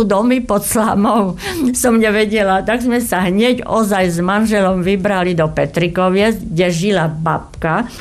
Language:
Slovak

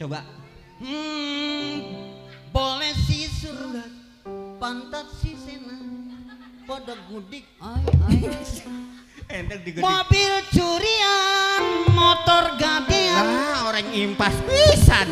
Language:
Betawi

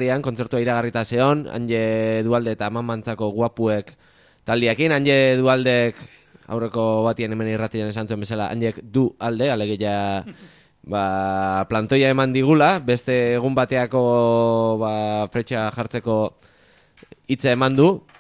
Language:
Basque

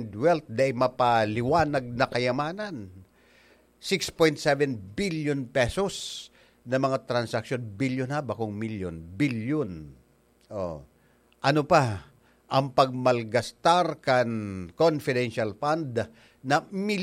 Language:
Bikol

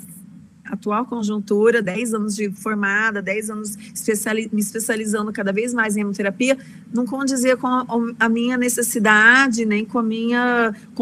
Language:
Portuguese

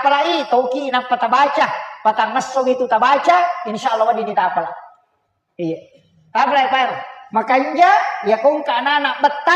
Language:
Buginese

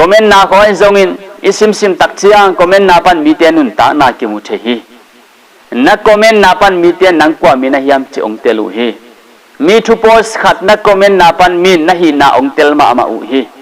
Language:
Tedim Chin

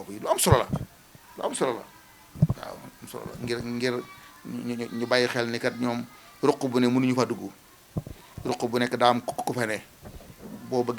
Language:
Wolof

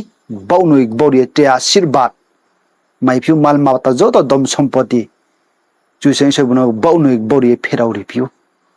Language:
Riang (India)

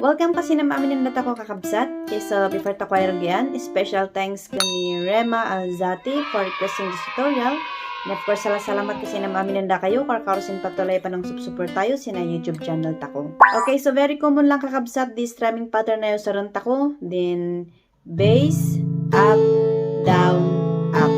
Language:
Kankanaey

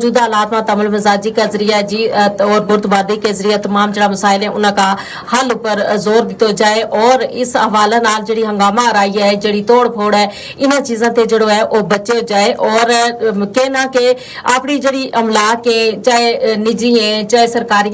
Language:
Gujari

